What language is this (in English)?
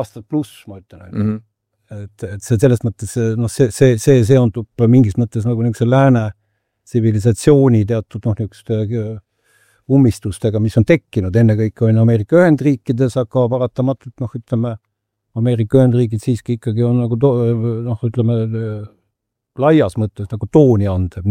Estonian